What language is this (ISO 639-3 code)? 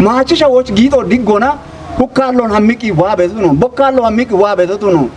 kbr